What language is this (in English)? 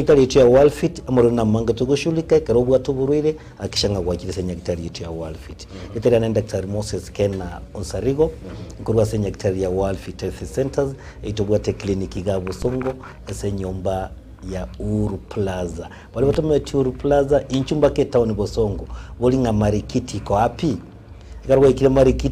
Gusii